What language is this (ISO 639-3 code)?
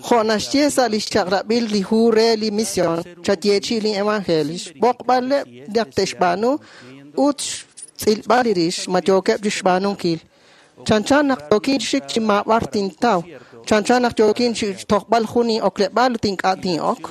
kek